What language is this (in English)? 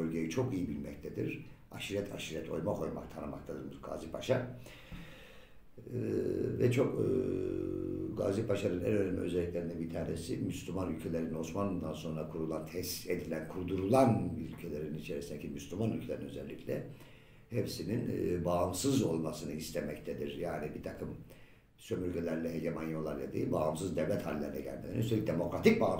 Turkish